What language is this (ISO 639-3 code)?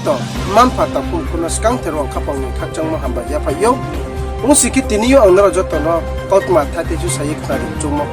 ria